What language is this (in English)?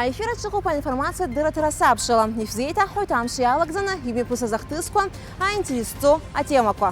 Abkhazian